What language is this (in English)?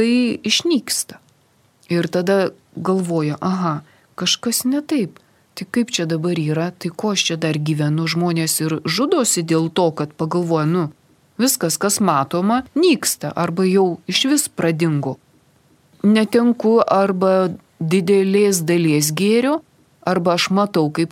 Lithuanian